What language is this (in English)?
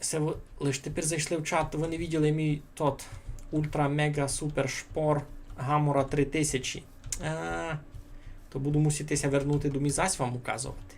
Rusyn